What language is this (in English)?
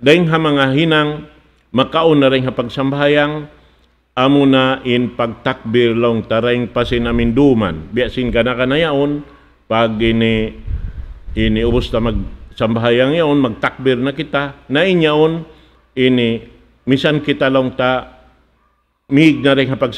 Tausug